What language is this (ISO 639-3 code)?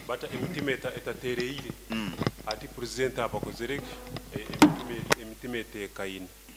nyo